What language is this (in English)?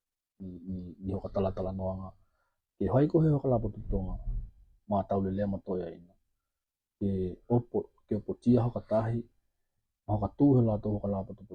Tokelau